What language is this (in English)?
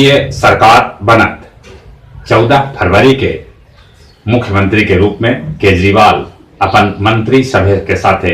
Magahi